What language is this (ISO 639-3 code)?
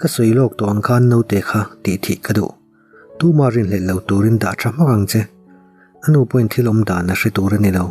lus